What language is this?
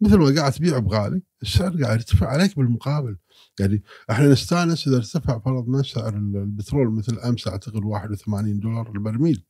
Gulf Arabic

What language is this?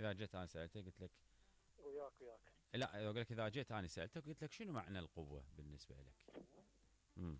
Mesopotamian Arabic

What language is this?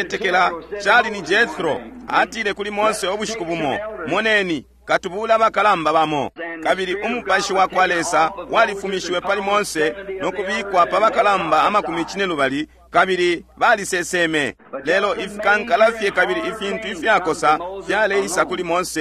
Bemba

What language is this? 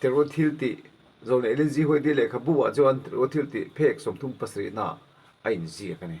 Mizo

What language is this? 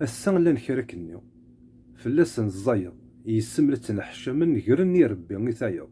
Kabyle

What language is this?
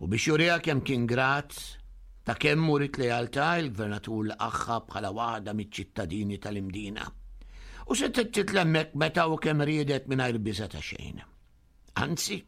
Maltese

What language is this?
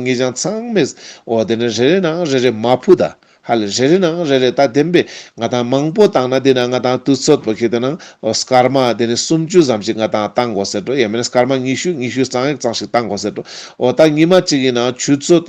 Ladakhi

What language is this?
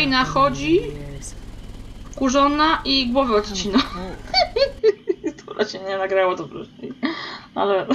Polish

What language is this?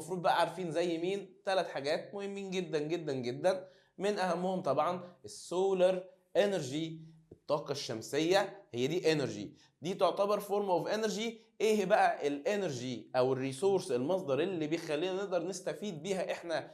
Egyptian Arabic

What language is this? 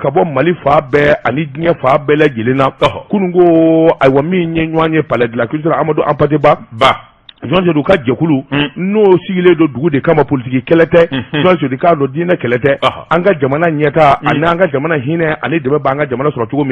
Bambara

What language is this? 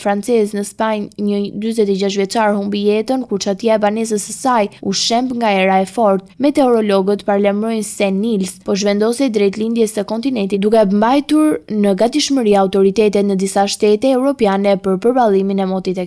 Albanian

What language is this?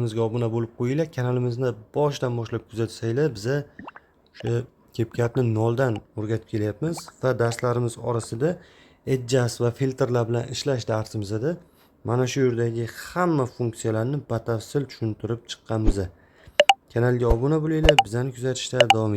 Uzbek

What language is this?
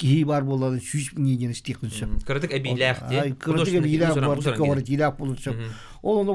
Yakut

